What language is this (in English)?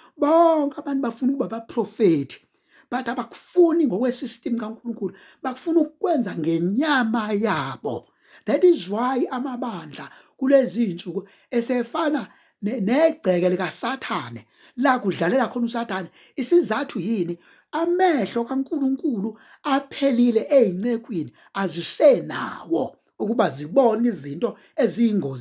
Zulu